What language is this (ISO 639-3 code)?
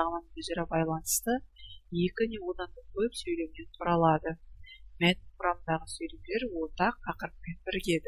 kaz